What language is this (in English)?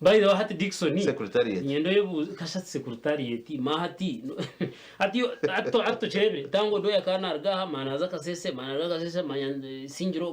Nyankole